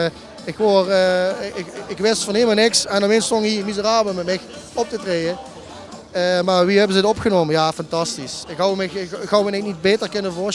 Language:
Limburgish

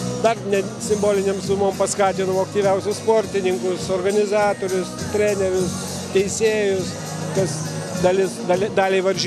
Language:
Lithuanian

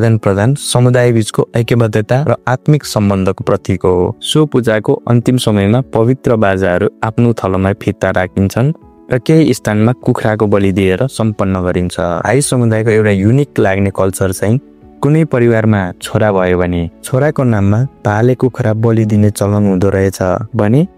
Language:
Nepali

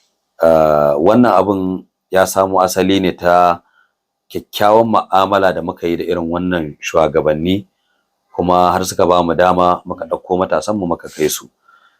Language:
Hausa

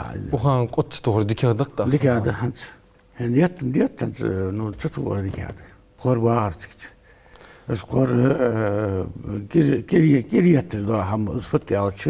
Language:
Ingush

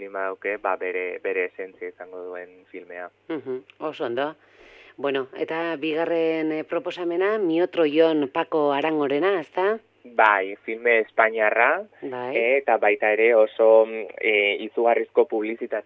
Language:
Basque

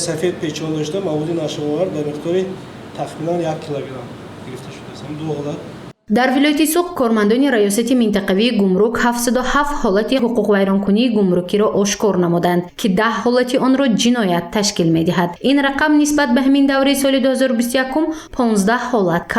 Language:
Tajik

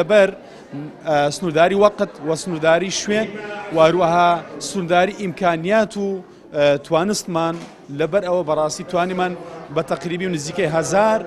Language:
Central Kurdish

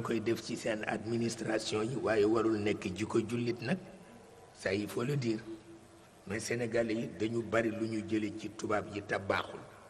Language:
Wolof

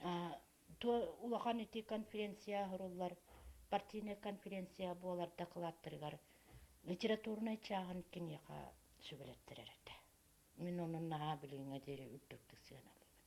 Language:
Yakut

